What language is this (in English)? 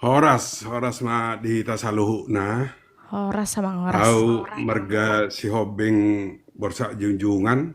Batak Toba